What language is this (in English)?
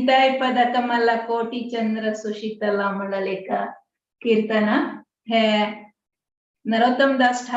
Konkani